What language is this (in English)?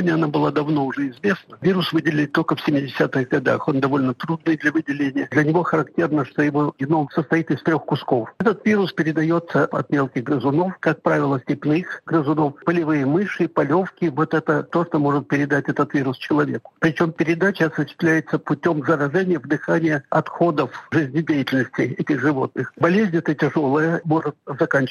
Russian